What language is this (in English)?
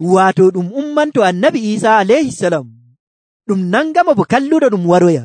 Nigerian Fulfulde